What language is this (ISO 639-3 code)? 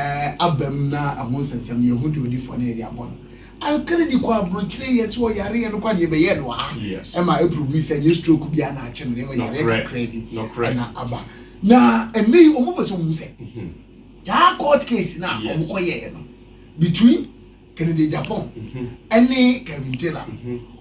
aka